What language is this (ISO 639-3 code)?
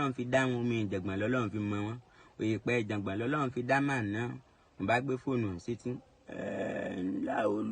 yor